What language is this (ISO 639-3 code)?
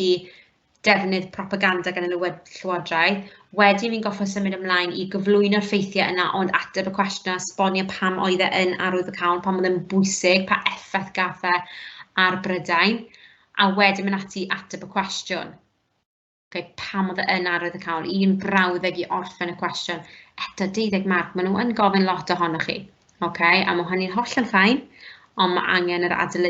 cym